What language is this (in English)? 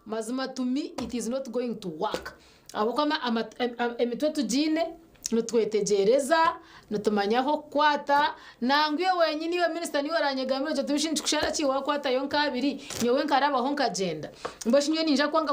Nyankole